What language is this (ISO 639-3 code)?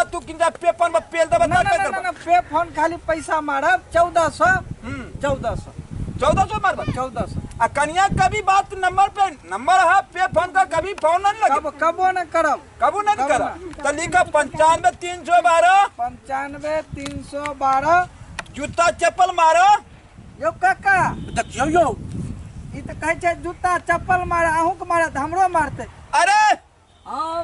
mai